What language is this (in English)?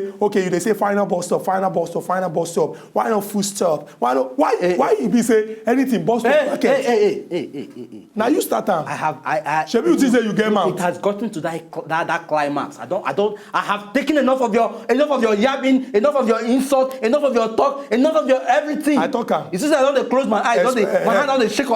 Nigerian Pidgin